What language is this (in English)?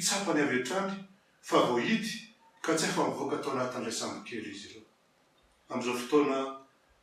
Malagasy